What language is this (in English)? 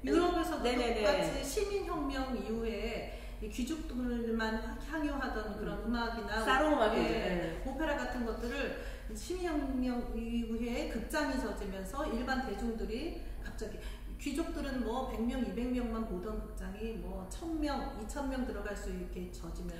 Korean